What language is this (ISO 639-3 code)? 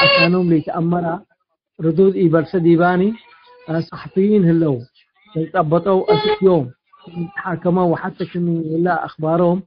tig